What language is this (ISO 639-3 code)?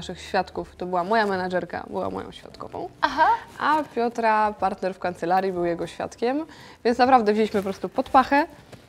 pol